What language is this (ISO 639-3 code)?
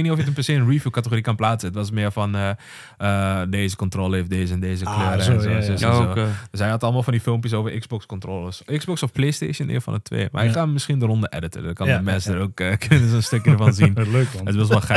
nld